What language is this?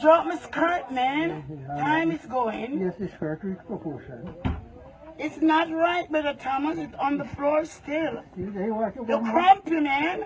Jamaican Creole English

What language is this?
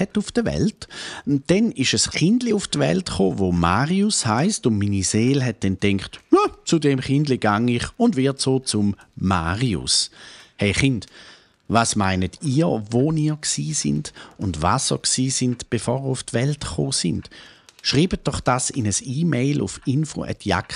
Swiss German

